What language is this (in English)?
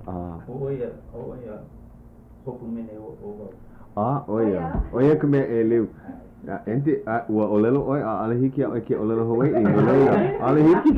Hawaiian